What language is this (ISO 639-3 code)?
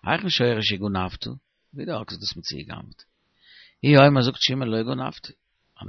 yid